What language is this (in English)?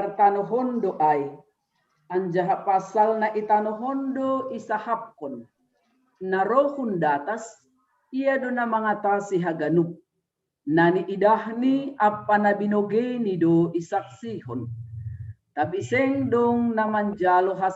Batak Simalungun